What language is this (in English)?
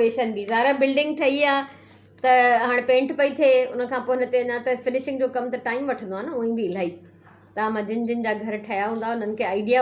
Sindhi